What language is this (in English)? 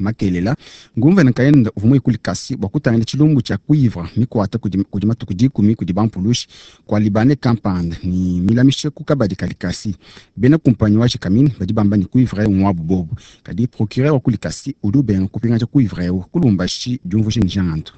Luba-Lulua